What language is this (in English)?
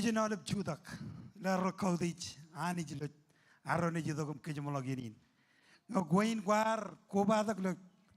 Marshallese